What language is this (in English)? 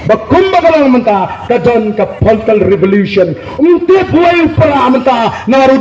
Khasi